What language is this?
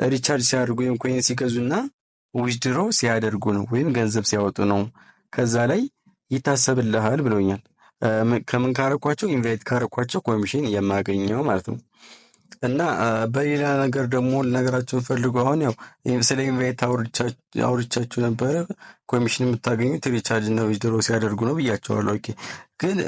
Amharic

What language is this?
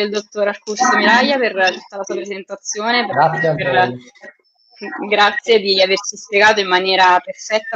Italian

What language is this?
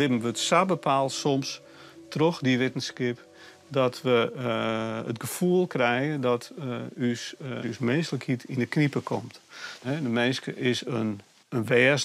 Western Frisian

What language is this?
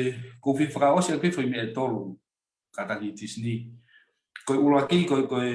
Tongan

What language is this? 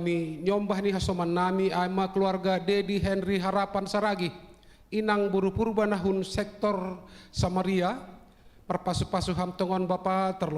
Batak Simalungun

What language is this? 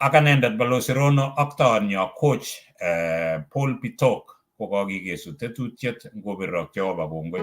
Kalenjin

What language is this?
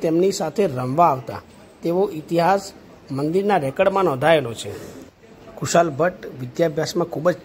Gujarati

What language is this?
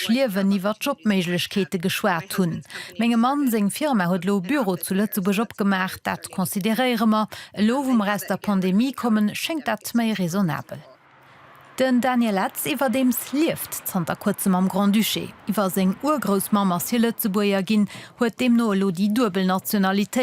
Luxembourgish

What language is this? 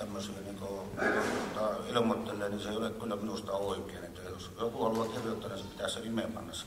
Finnish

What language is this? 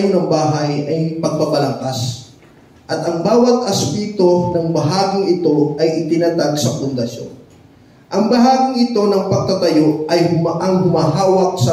Filipino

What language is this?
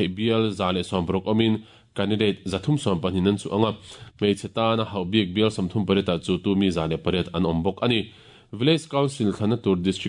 Mizo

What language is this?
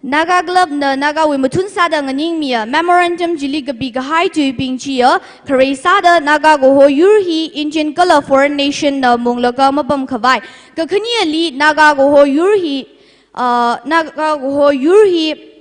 Tangkhul Naga (India)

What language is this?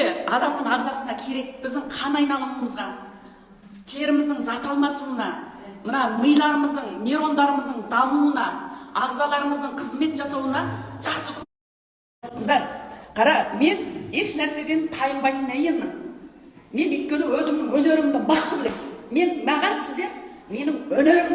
Kazakh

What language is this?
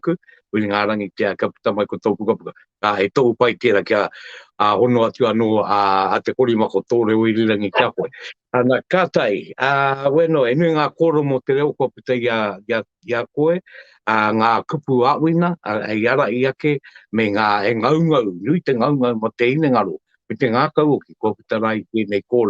Māori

